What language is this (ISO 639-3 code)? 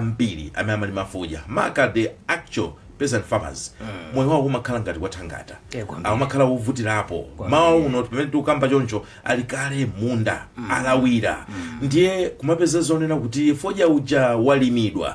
nya